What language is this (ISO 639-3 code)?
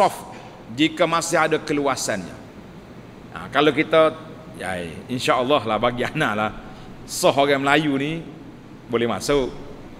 msa